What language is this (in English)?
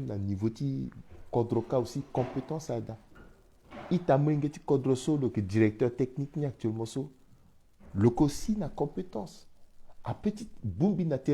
Sango